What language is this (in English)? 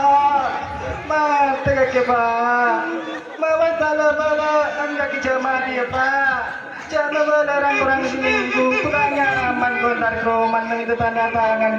Madurese